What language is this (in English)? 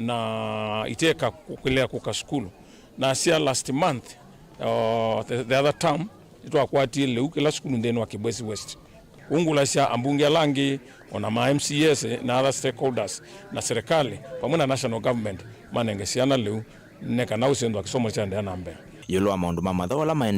Kamba